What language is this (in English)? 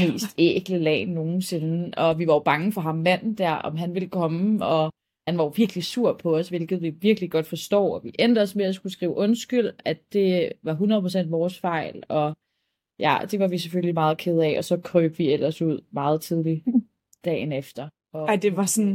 Danish